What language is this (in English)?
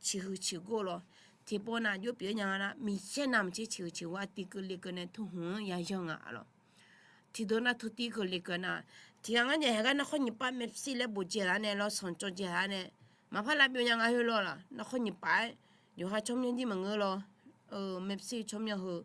Akha